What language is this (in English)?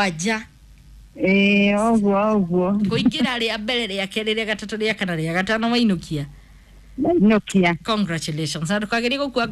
Kikuyu